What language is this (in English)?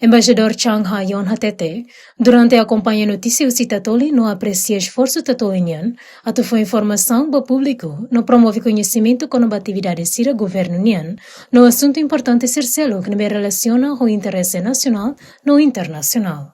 Tetum